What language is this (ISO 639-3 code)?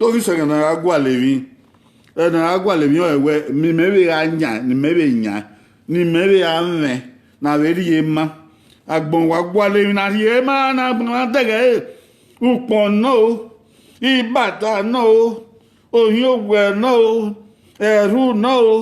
bin